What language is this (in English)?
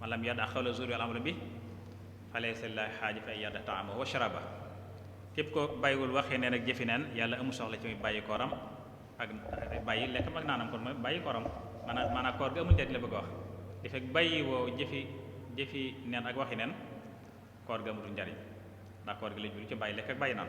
Wolof